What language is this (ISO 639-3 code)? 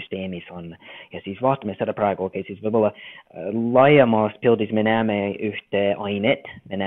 est